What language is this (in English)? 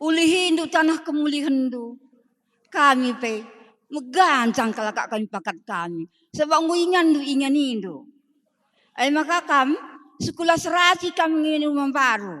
Batak Karo